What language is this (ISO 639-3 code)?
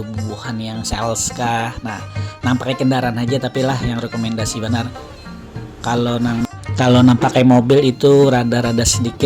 bjn